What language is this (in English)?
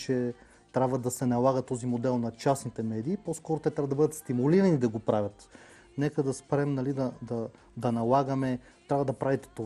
Bulgarian